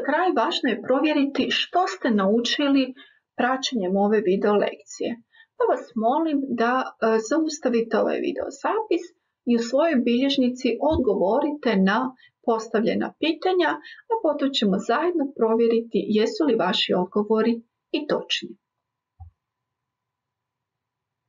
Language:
Croatian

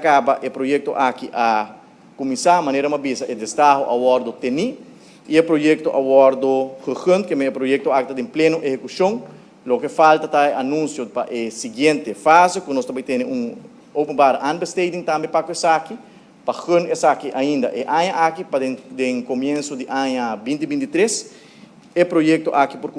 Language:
Papiamento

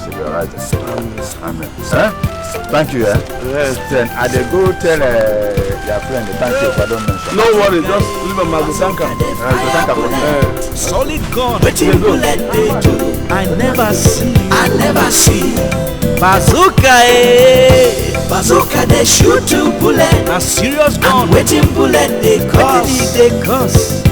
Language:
Nigerian Pidgin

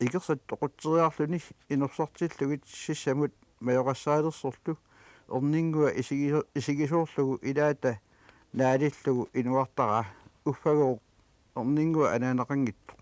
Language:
Kalaallisut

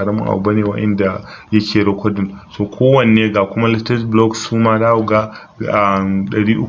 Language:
Hausa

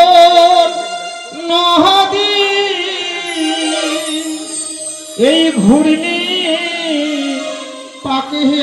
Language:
Bangla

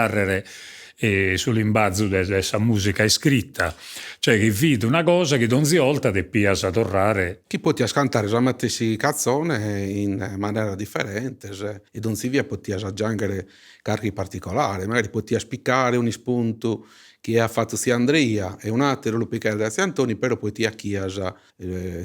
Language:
Sardinian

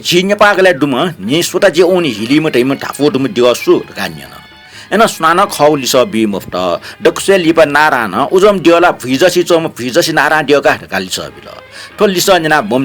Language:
Newari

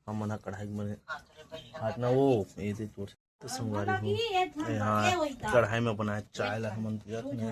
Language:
Chhattisgarhi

